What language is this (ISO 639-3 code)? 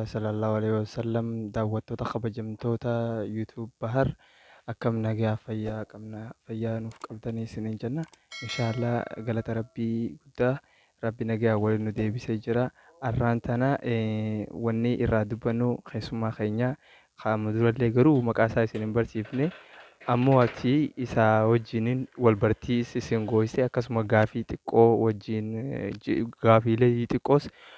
orm